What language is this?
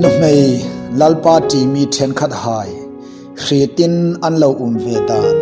Hmar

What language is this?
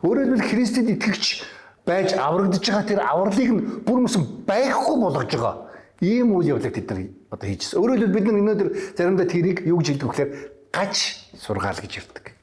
Mongolian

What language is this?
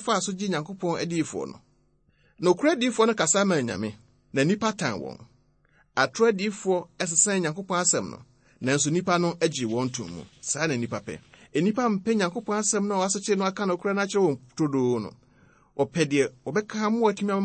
Akan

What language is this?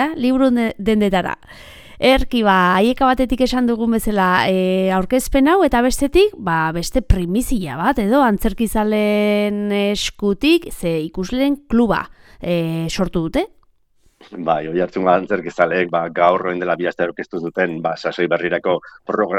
Basque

